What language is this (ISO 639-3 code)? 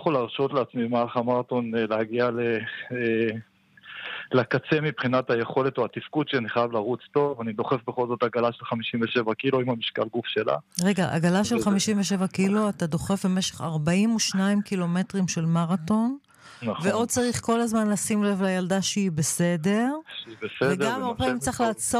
heb